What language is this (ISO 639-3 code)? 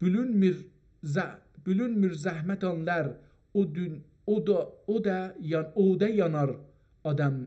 azb